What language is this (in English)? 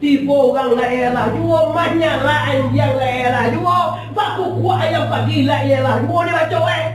Minangkabau